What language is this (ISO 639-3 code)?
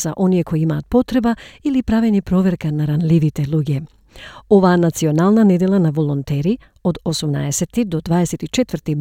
mkd